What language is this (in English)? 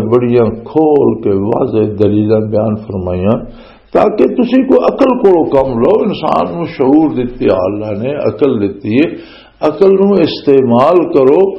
Western Panjabi